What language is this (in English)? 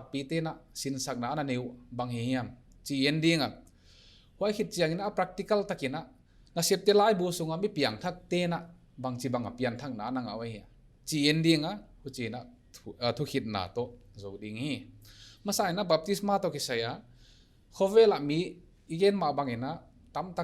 Paite Chin